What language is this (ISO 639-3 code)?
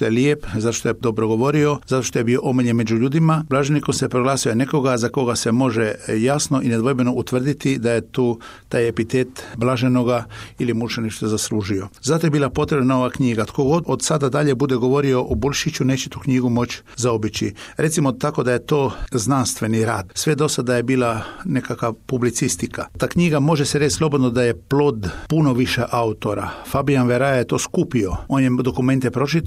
hrv